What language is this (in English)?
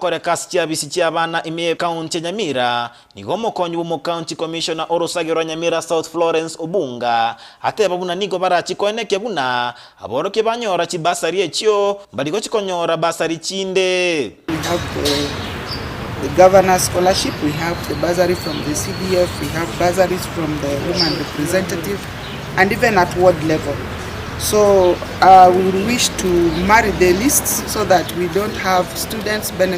Gusii